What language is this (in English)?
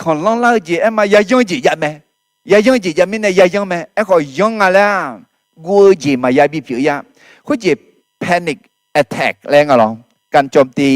Akha